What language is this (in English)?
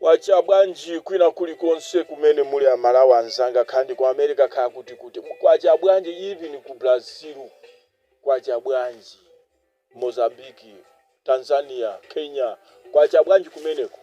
Nyanja